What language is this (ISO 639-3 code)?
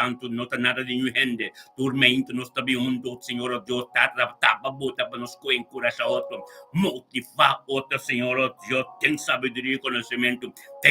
pap